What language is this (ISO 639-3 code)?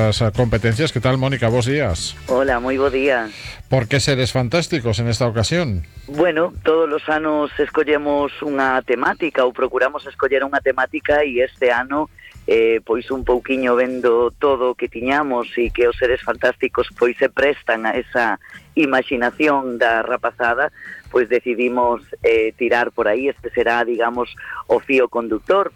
glg